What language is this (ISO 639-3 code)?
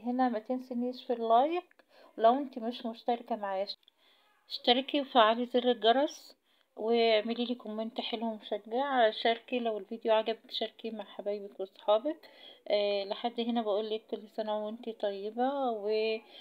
arz